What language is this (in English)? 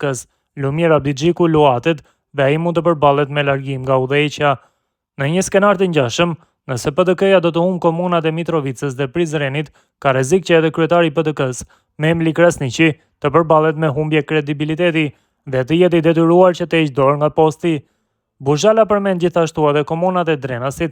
Albanian